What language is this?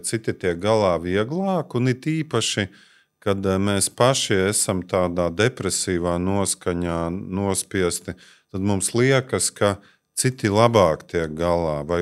Latvian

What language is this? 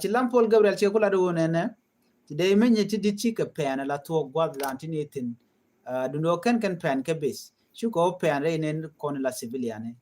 Nuer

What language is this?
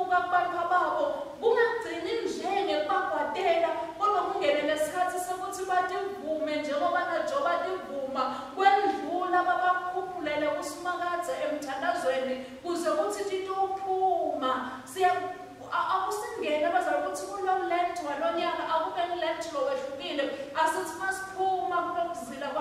Swati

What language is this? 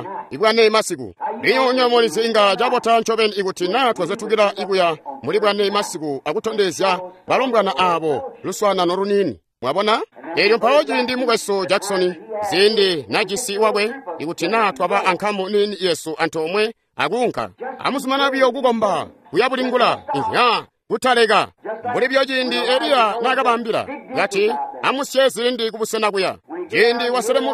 Tonga (Zambia)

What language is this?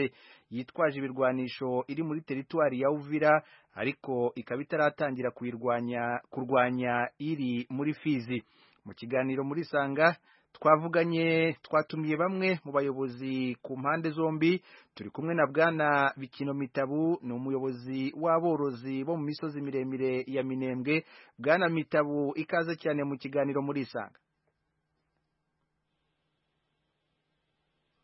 Kinyarwanda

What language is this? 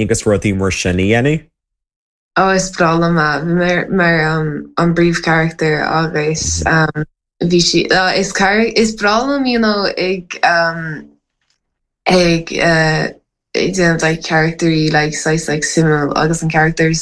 Irish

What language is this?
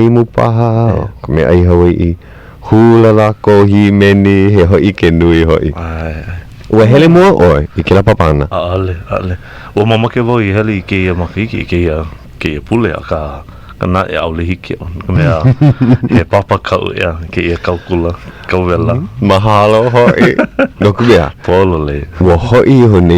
Hawaiian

